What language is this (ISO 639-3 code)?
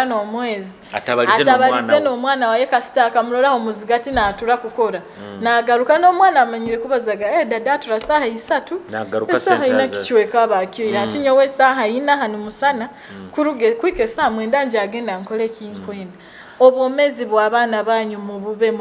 nyo